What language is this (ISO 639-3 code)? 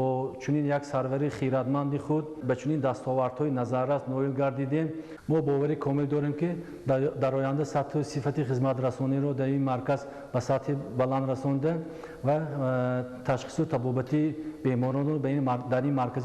tgk